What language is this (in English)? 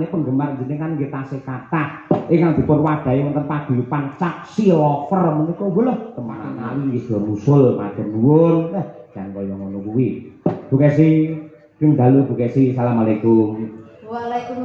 Javanese